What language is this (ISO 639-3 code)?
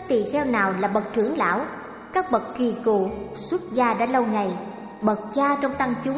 vie